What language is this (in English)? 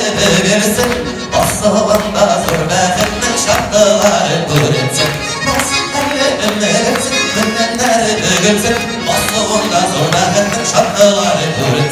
Tatar